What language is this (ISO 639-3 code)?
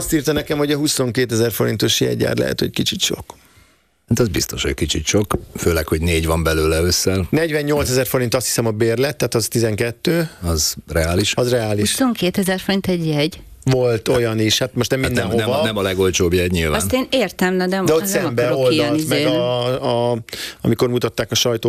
hun